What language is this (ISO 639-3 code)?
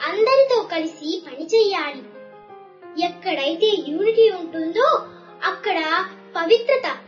tel